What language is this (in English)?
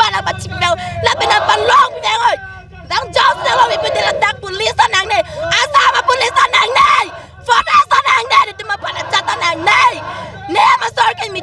Karbi